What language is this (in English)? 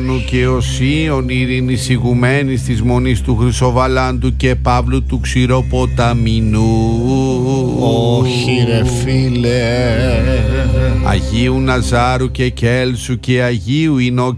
Greek